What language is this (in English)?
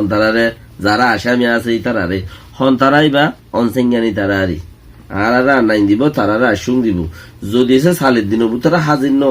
Rohingya